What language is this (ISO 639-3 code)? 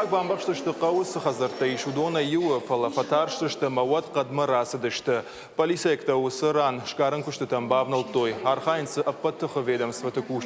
oss